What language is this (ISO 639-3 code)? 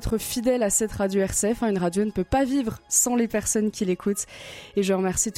fra